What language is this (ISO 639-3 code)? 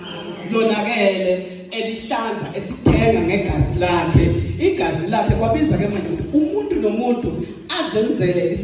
zul